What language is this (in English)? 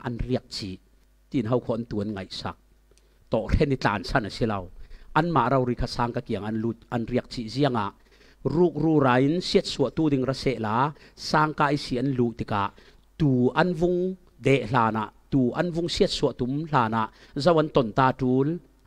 Falam Chin